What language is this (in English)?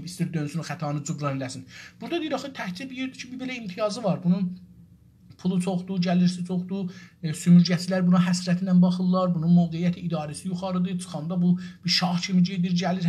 South Azerbaijani